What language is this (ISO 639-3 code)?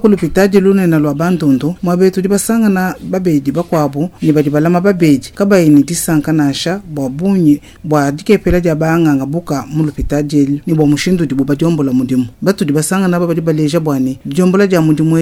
lua